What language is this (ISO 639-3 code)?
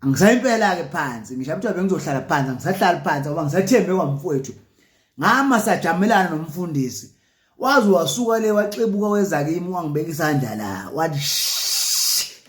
zul